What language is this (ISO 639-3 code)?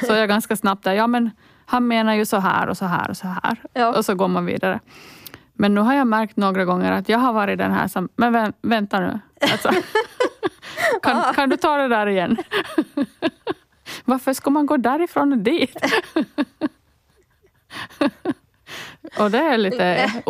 swe